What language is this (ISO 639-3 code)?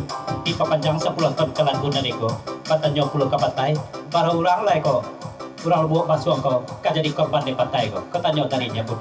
min